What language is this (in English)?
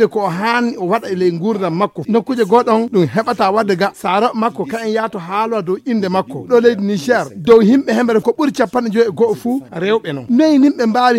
Fula